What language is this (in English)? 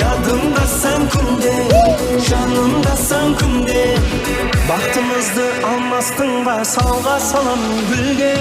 Kara-Kalpak